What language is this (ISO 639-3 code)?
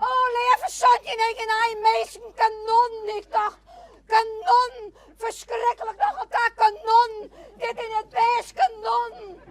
fry